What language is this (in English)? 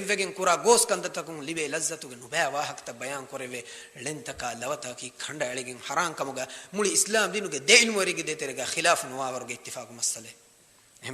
Divehi